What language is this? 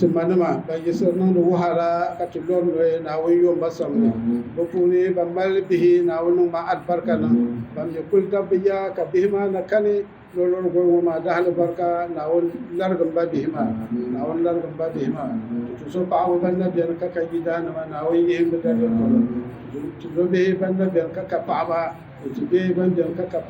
Dagbani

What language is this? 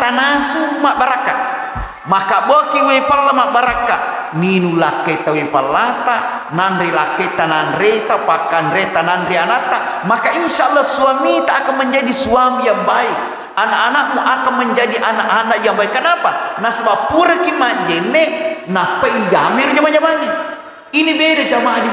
Buginese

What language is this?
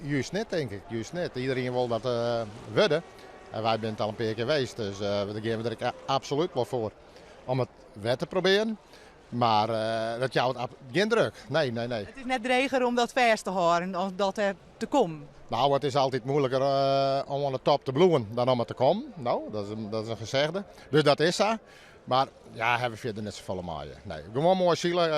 Western Frisian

